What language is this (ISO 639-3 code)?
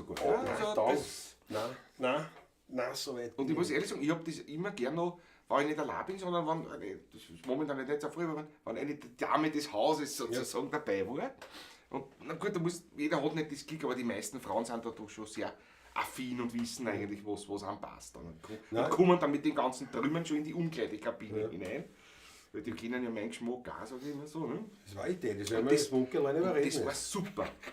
bar